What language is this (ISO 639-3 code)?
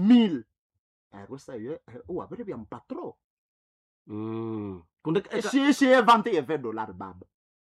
nnb